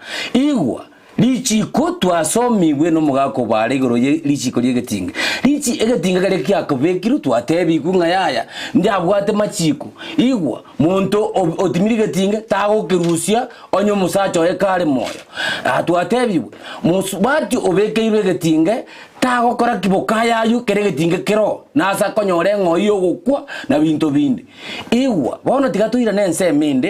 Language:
Gusii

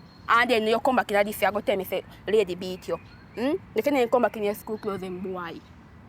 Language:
Jamaican Creole English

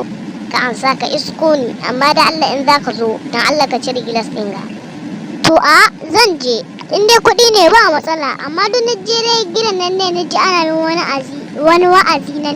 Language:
Hausa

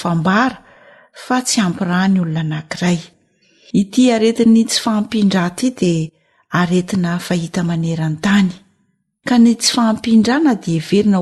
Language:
Malagasy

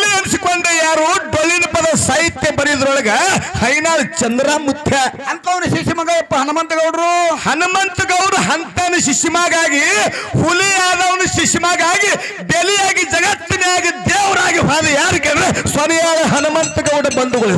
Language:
Kannada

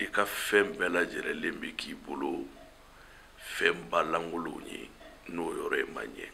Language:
Bambara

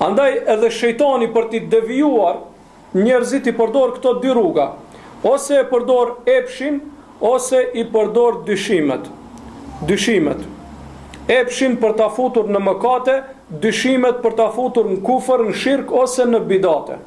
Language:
Albanian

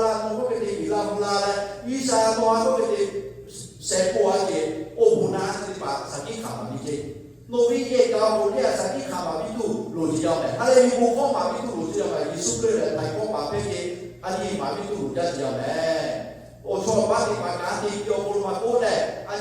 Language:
Lahu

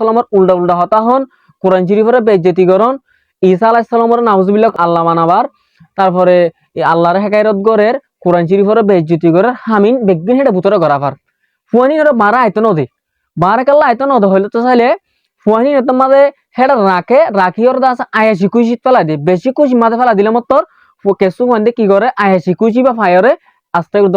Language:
Rohingya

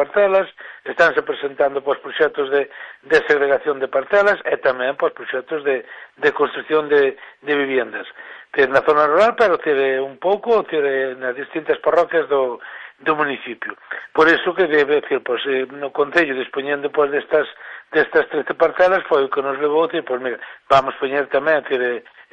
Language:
Galician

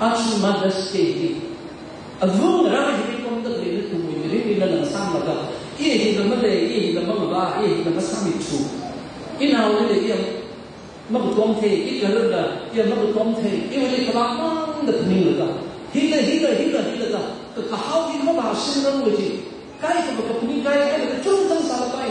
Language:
Tangkhul Naga (India)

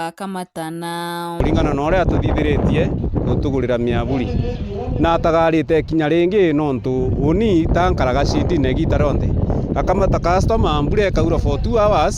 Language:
Meru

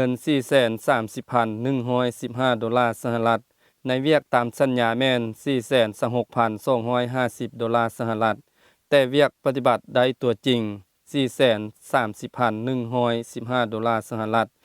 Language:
Lao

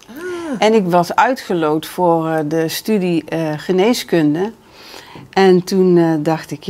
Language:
Dutch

